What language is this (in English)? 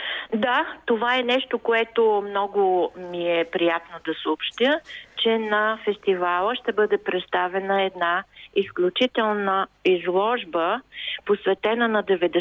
Bulgarian